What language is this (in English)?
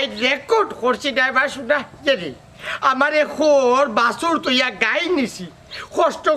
Sylheti